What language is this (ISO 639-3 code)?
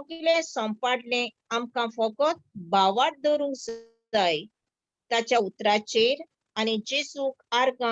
kok